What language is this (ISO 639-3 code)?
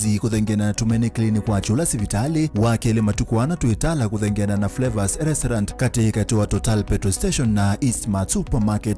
kam